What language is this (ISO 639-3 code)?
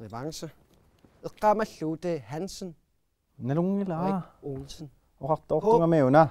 kal